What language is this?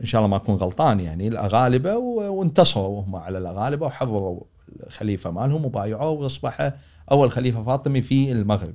Gulf Arabic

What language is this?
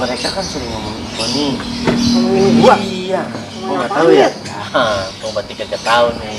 Betawi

